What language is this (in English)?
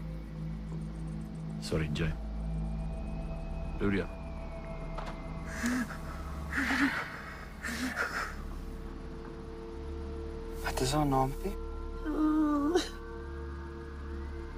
Afrikaans